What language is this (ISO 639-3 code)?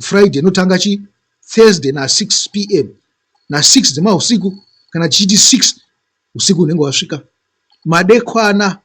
sna